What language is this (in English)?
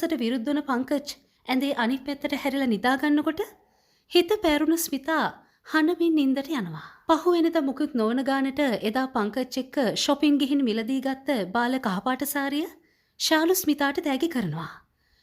Sinhala